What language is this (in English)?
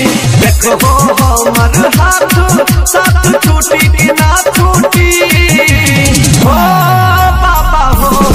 Bhojpuri